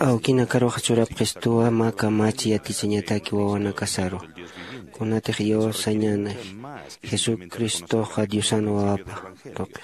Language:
Aymara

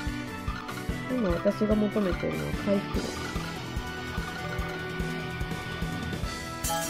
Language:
Japanese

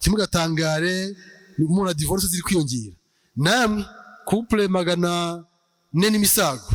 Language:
Kinyarwanda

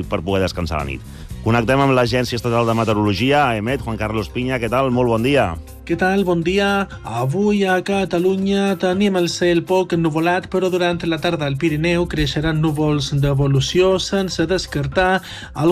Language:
Catalan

